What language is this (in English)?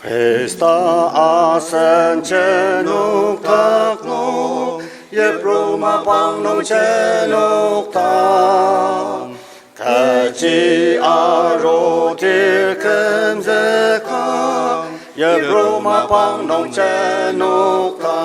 Ao Naga